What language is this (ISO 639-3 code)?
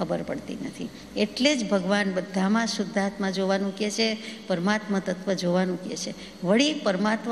guj